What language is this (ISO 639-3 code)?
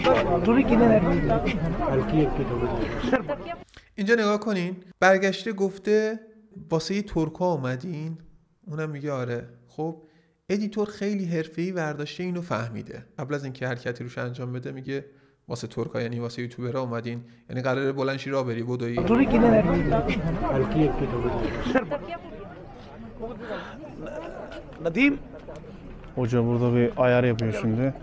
fas